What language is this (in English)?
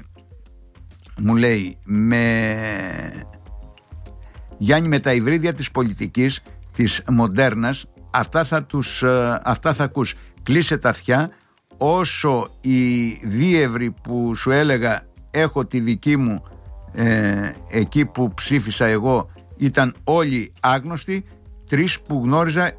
Greek